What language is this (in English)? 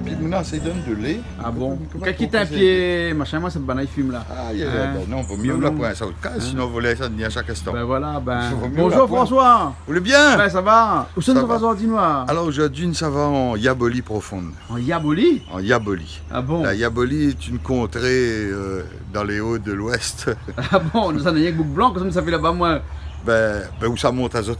Réunion Creole French